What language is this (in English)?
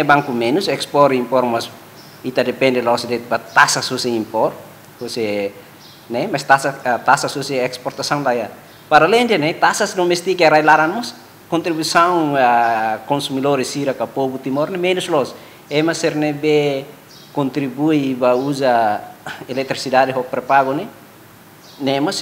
Tetum